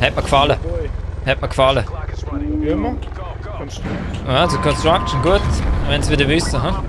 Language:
Swiss German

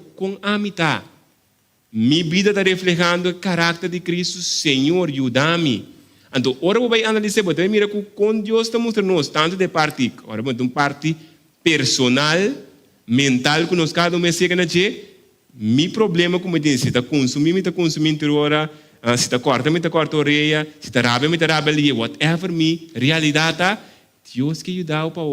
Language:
Papiamento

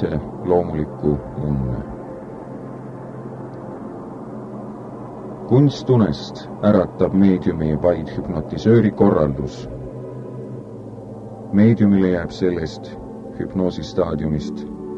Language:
Estonian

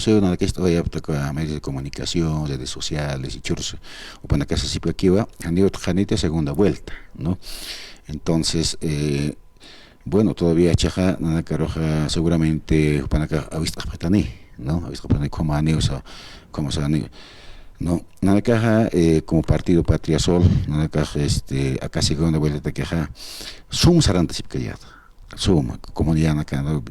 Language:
Aymara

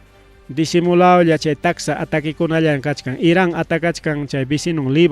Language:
Ayacucho Quechua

